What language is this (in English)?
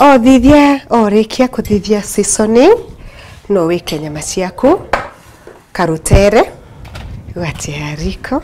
Meru